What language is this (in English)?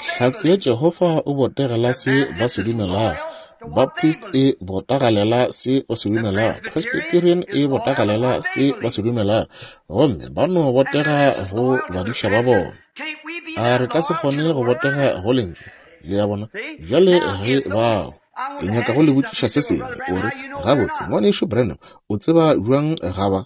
Northern Sotho